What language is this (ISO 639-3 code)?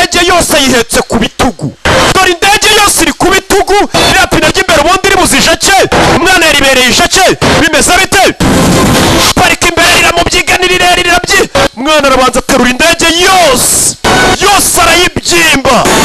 kin